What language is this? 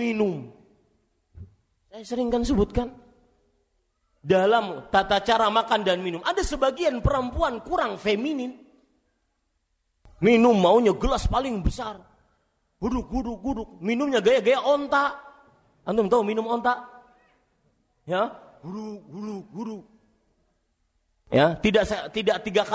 Indonesian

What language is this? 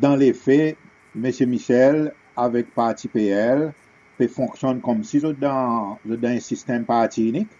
Seselwa Creole French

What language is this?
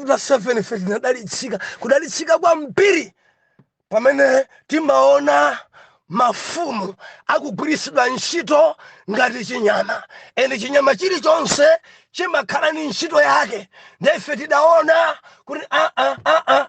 Nyanja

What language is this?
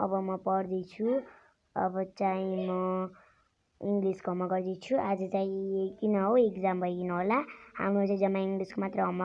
Nepali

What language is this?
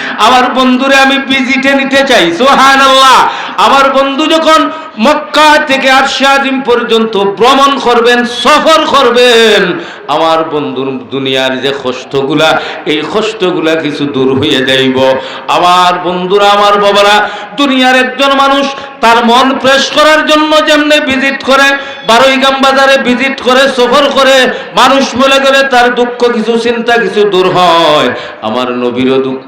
Sylheti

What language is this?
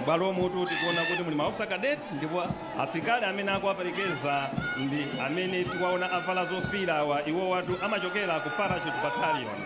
Nyanja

